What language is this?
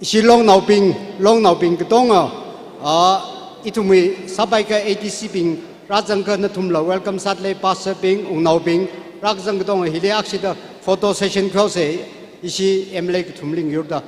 Tangkhul Naga (India)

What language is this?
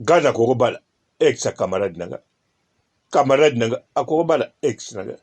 Lingala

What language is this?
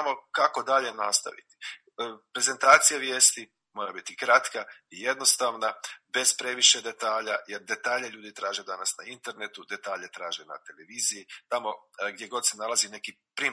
Croatian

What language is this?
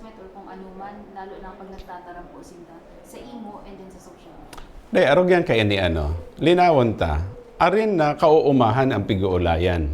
Bikol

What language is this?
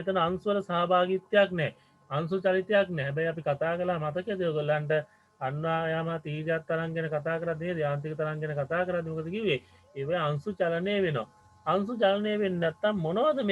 Sinhala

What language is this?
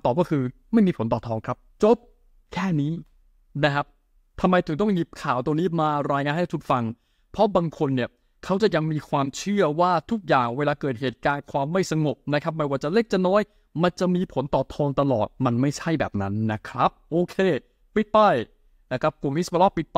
Thai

